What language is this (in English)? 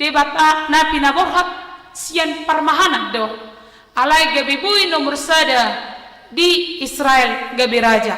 Batak Toba